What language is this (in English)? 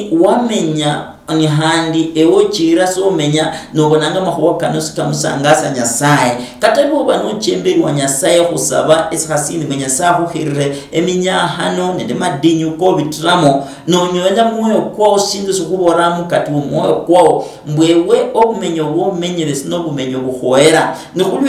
Luyia